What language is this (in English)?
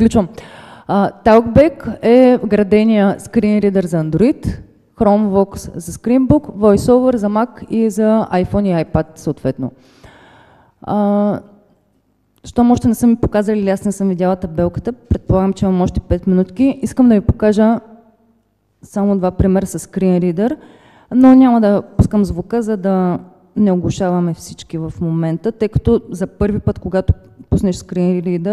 Bulgarian